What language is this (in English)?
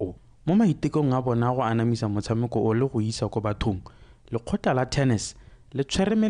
Tswana